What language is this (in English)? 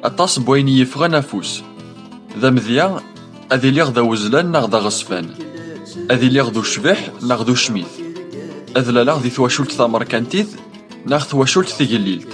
Kabyle